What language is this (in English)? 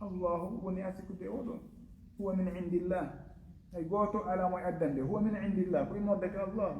Fula